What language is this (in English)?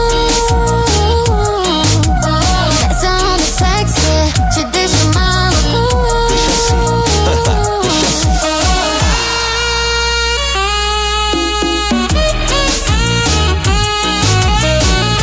Portuguese